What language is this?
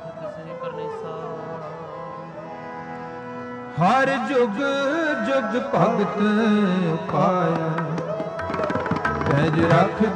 Punjabi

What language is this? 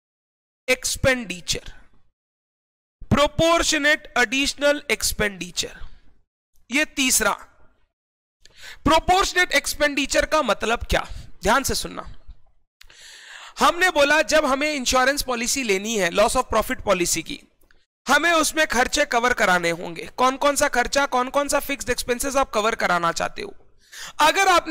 Hindi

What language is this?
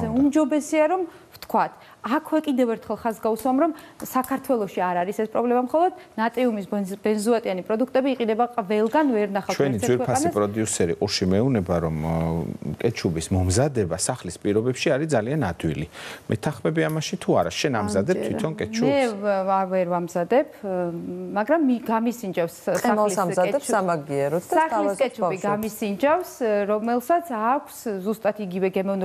Georgian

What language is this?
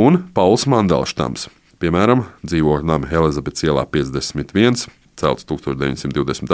Latvian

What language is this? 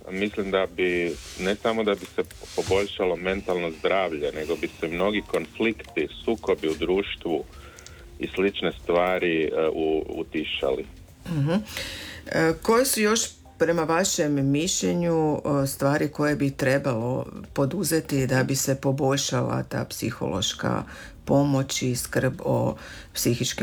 Croatian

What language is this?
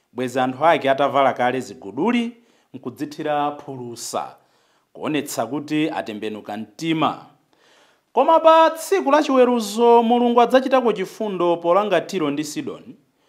Nyanja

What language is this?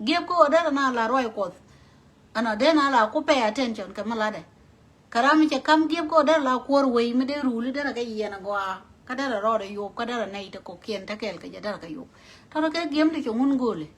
Nuer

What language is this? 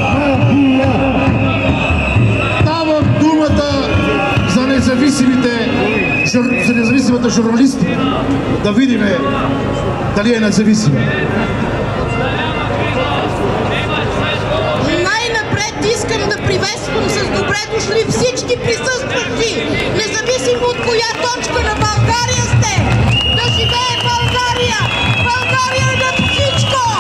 Bulgarian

